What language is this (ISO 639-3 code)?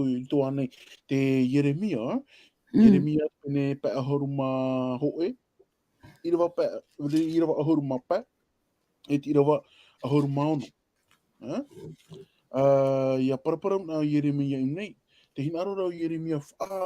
tah